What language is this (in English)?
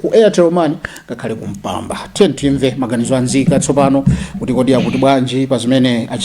Nyanja